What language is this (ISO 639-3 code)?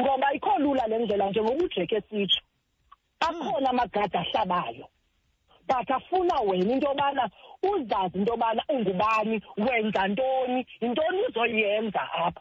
xho